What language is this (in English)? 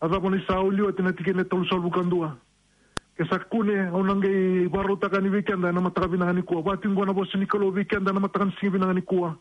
Fijian